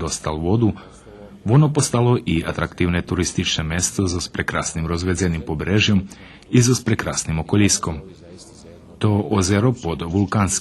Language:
Rusyn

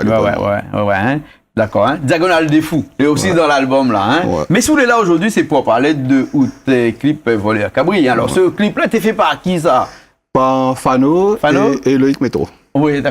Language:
Réunion Creole French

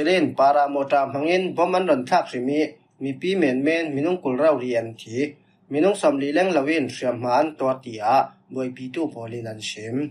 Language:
Falam Chin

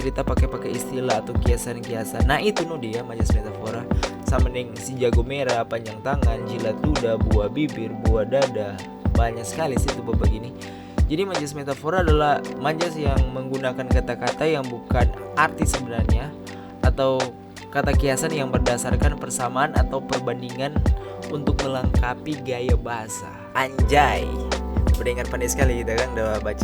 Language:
Manado Malay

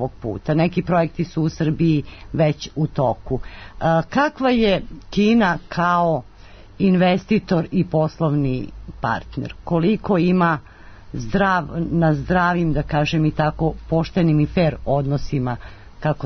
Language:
Serbian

